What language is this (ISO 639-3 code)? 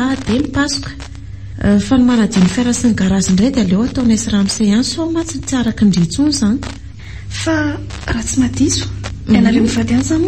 mlg